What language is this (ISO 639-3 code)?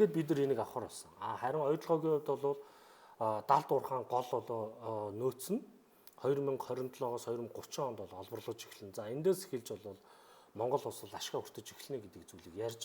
mon